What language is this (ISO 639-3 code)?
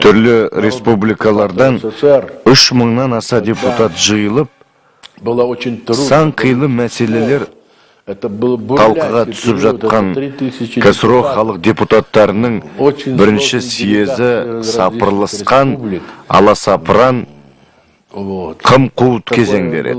kaz